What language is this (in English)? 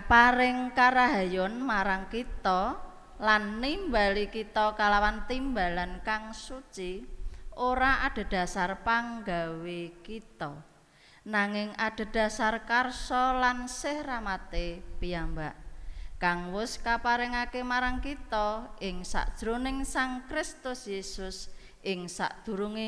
Javanese